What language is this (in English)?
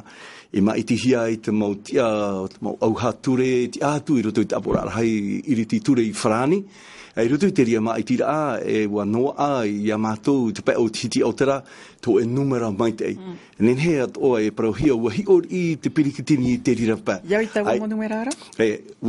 Tahitian